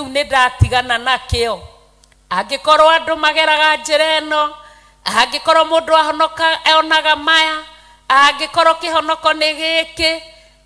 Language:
Kikuyu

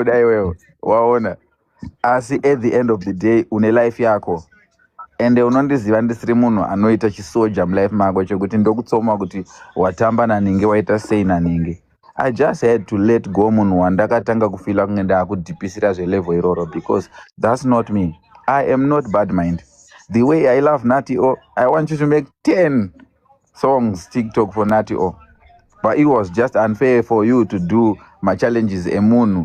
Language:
Shona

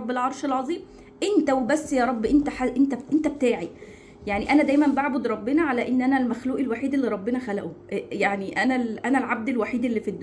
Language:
Egyptian Arabic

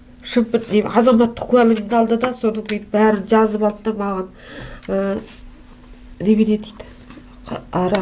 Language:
Kazakh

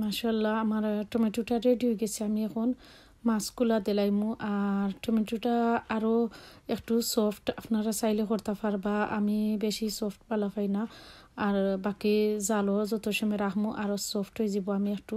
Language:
Assamese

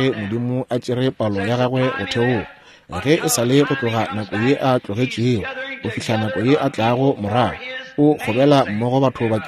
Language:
Northern Sotho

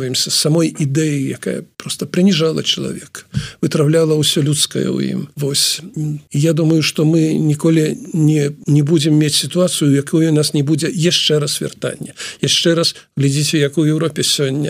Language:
Belarusian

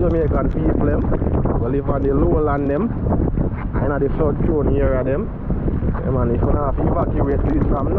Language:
Jamaican Creole English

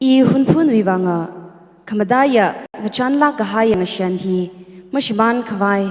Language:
Tangkhul Naga (India)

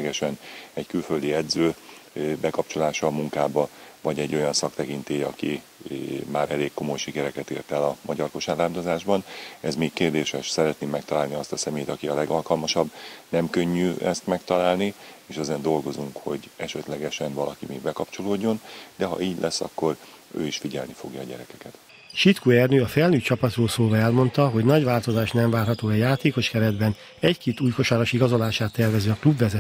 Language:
Hungarian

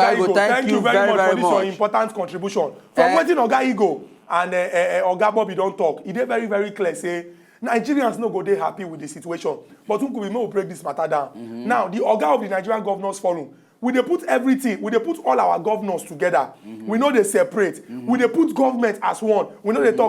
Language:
Nigerian Pidgin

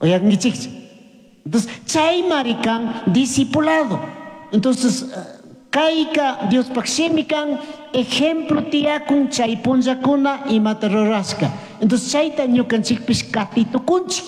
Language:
Chimborazo Highland Quichua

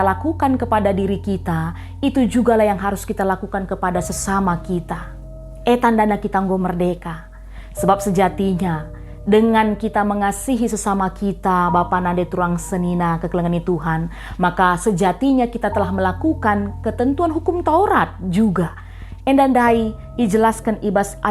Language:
Batak Karo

